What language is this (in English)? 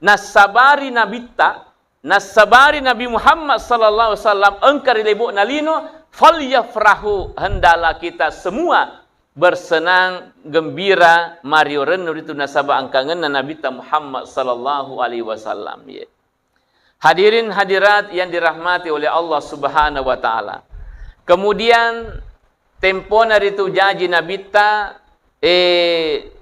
Buginese